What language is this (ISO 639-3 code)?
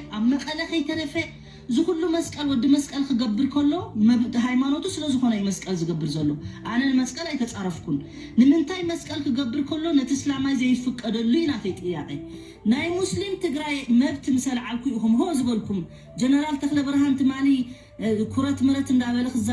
tir